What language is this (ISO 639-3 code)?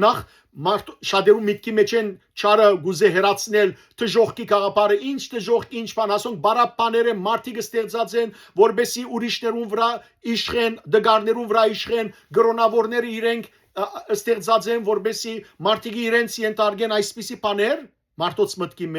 hyw